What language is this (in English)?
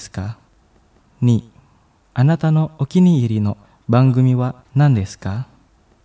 Japanese